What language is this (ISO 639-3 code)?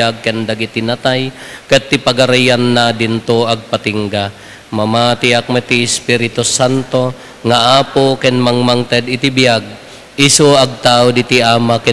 ilo